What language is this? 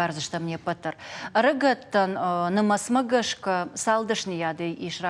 Ossetic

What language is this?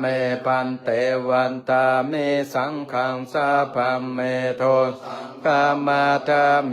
Pali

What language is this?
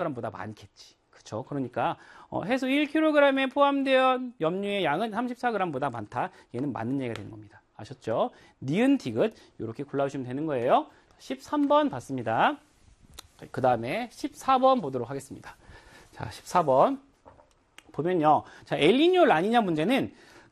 Korean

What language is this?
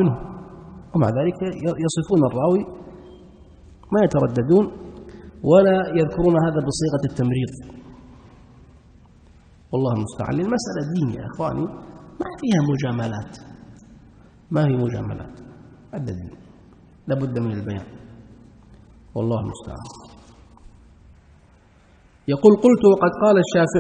Arabic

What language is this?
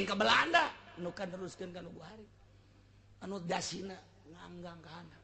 Sundanese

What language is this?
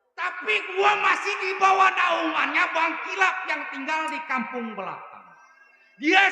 Betawi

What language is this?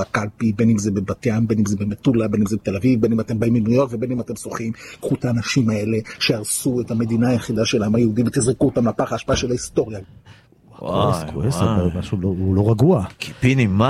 Hebrew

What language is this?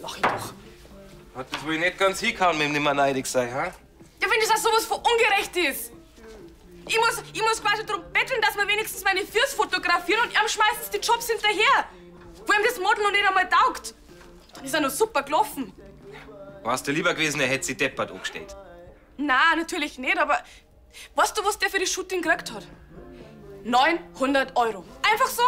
Bavarian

